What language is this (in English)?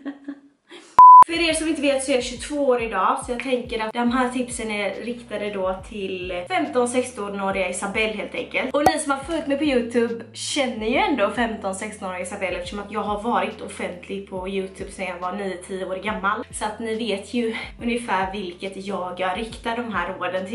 Swedish